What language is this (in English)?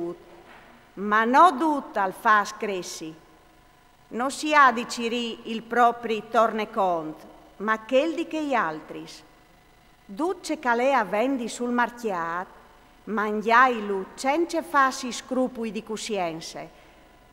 Friulian